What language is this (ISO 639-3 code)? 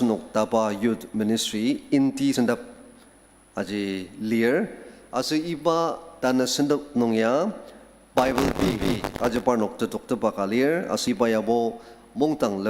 njo